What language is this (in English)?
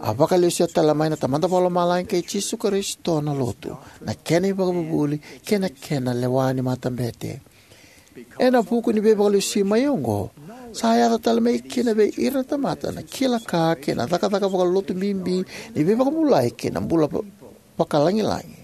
Fijian